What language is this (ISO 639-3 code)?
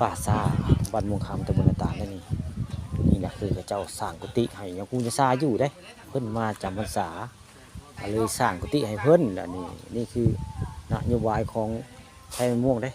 tts